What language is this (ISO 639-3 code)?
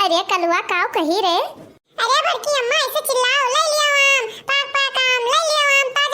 awa